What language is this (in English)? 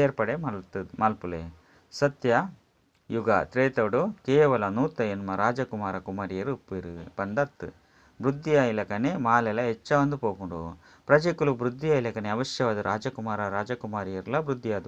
Tulu